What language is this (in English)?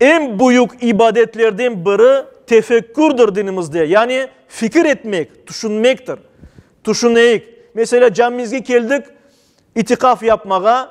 Crimean Tatar